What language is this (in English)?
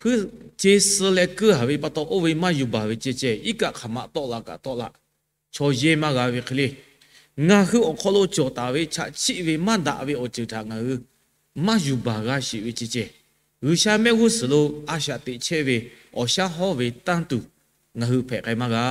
Lahu